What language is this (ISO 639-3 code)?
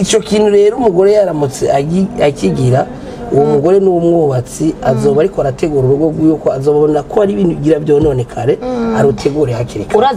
run